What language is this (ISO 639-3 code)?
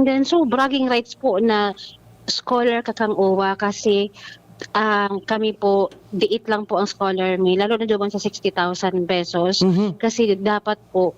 bik